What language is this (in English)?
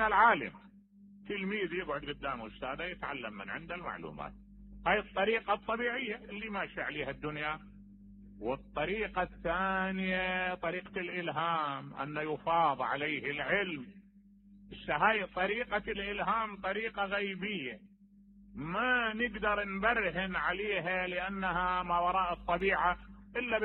Mesopotamian Arabic